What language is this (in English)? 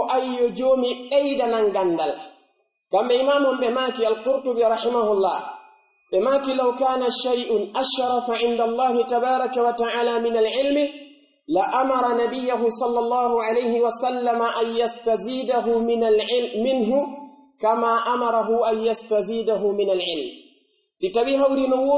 Pular